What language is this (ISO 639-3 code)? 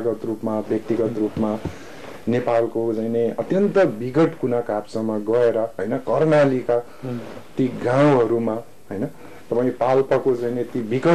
nep